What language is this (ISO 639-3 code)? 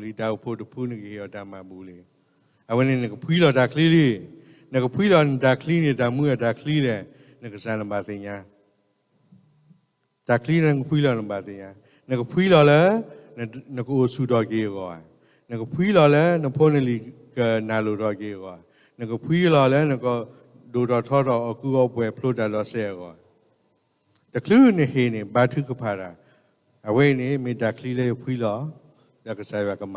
ksw